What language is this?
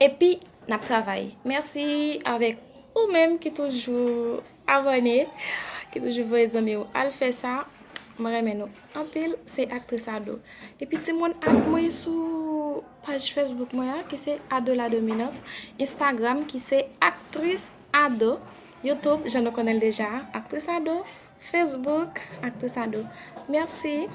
Haitian Creole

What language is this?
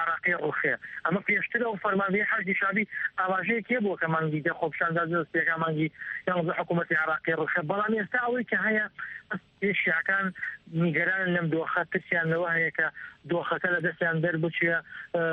Central Kurdish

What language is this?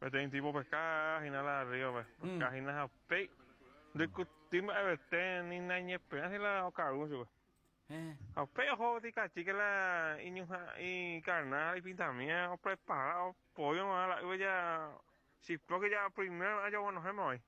Guarani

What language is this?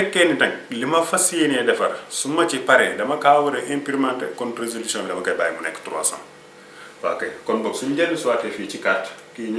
Wolof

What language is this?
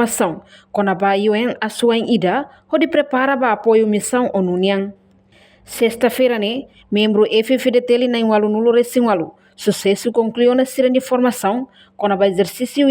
Tetum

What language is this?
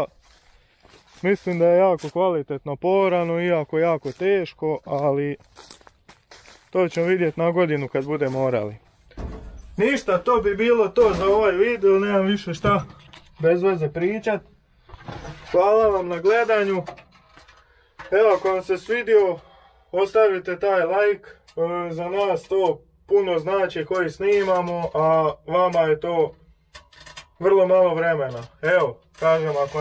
Croatian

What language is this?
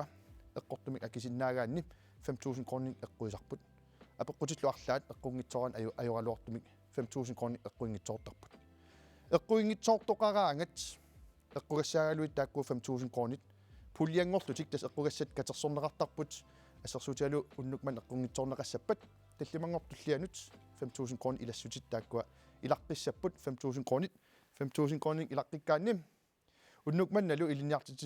Kalaallisut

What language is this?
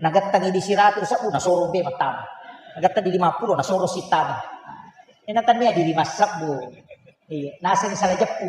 Buginese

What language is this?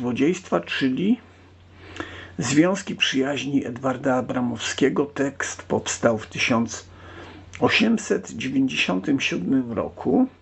Polish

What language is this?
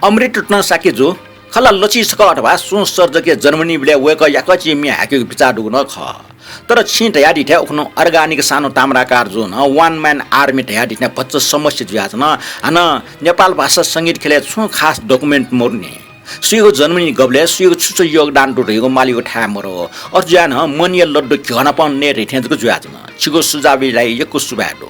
Newari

